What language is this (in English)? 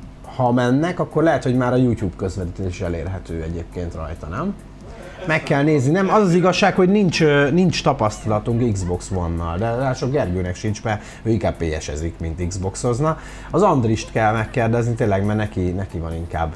Hungarian